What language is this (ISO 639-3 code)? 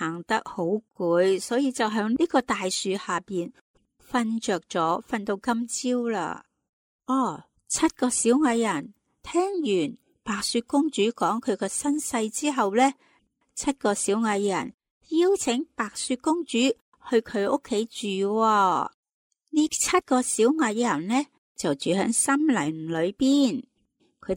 yue